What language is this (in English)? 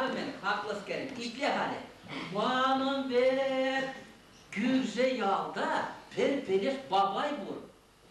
Chuvash